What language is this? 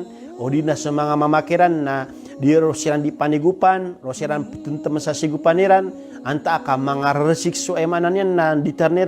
Maranao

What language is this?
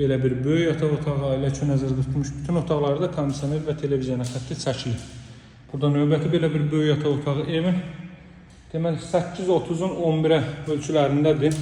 Azerbaijani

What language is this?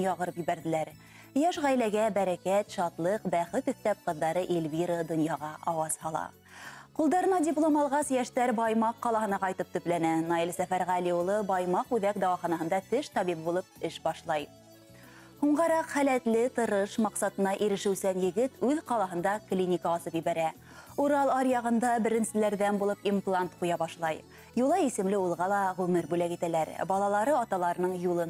Bashkir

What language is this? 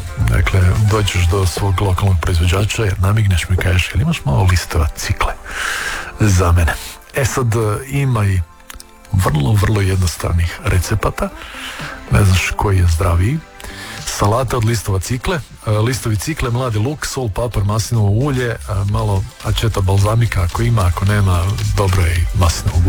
Croatian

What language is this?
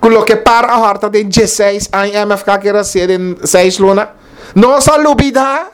Papiamento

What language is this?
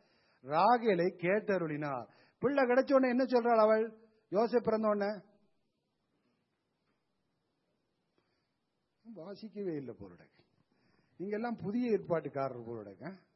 Tamil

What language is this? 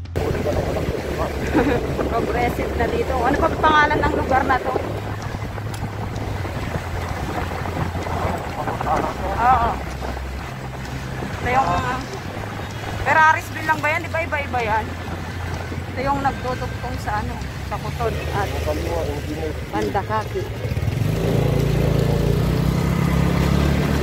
Filipino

